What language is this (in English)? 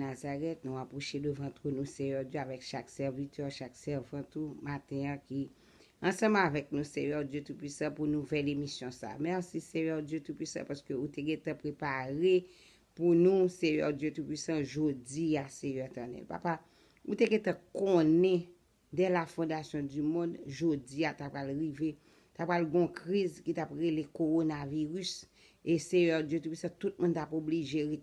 Haitian Creole